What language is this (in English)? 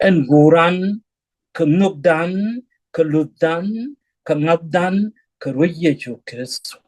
Nuer